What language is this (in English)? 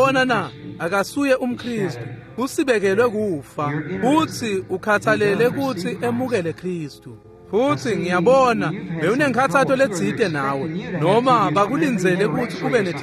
Swati